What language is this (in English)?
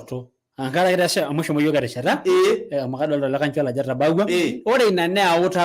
Masai